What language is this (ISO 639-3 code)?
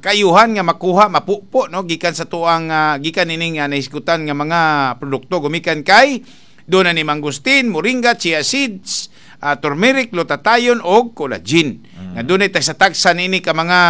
ceb